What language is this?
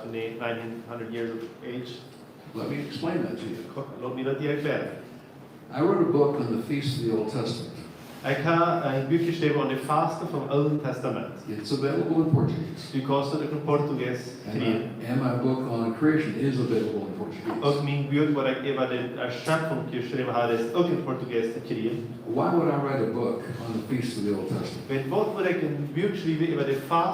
Plautdietsch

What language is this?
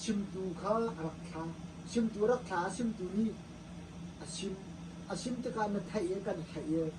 Hakha Chin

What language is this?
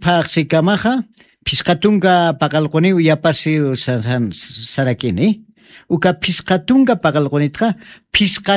Aymara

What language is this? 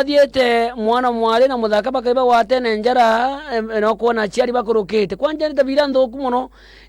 Meru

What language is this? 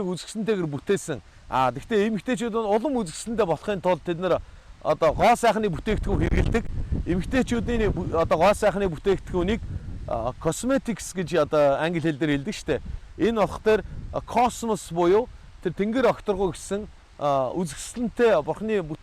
Mongolian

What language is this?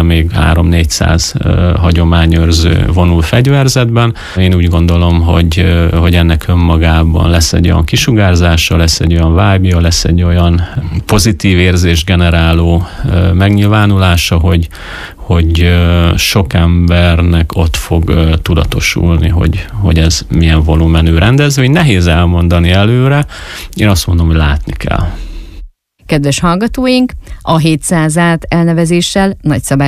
Hungarian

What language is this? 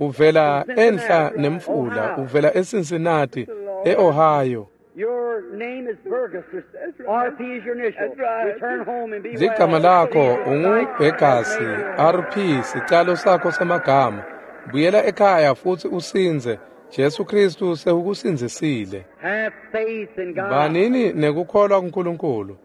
Swati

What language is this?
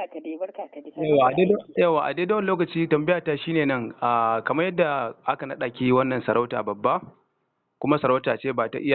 Hausa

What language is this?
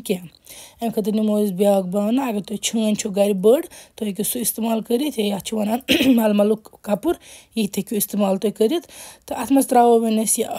Kashmiri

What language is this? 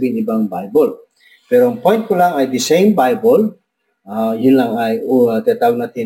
Filipino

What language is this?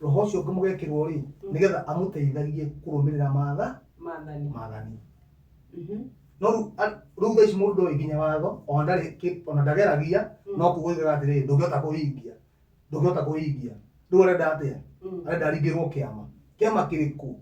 Kikuyu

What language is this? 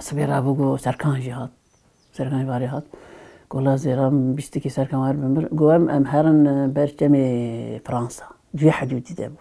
Kurdish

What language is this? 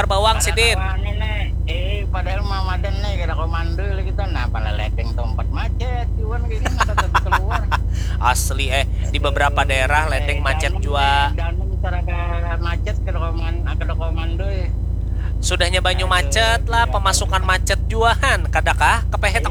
Banjar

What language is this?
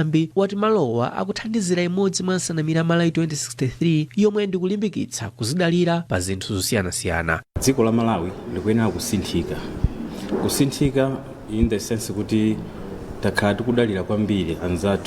Nyanja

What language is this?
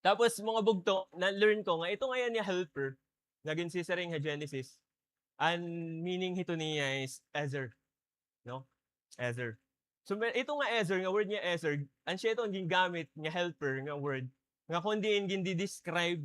Waray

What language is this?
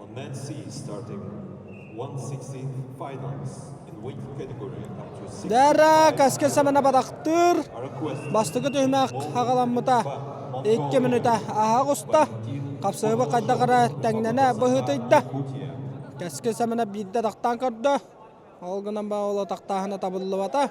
Yakut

